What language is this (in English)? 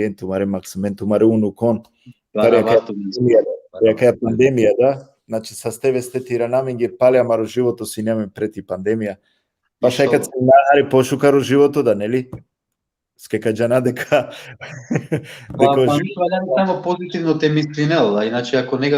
Balkan Romani